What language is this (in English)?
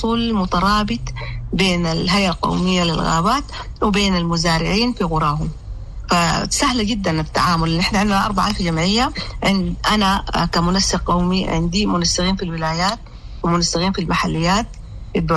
Sudanese Arabic